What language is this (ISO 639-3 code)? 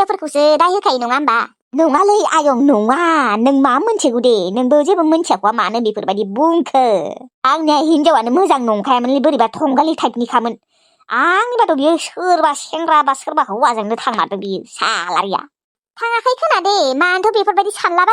brx